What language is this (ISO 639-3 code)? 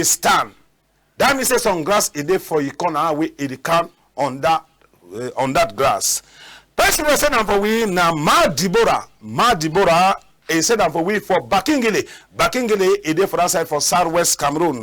wes